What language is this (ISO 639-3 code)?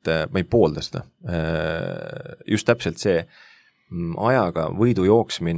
est